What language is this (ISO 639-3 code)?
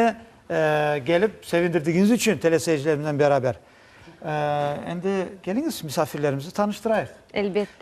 crh